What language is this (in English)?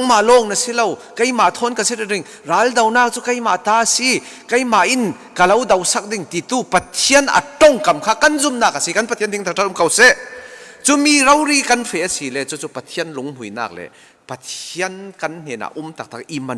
Falam Chin